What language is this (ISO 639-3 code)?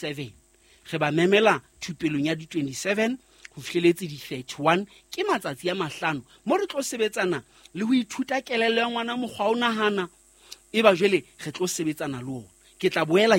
sot